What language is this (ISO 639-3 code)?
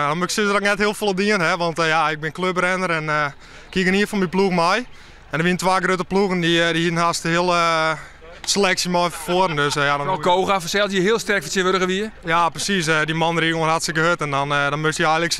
fry